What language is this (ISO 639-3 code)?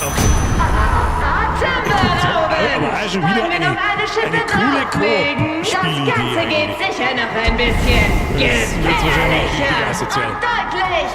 bar